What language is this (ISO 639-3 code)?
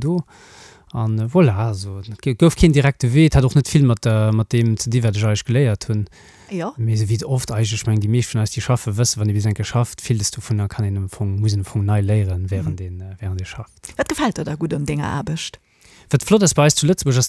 ltz